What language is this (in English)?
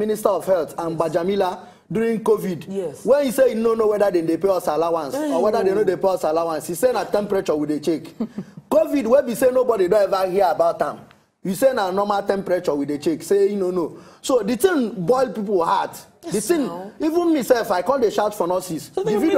Nigerian Pidgin